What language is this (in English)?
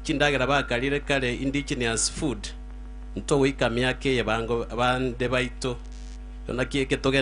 Gusii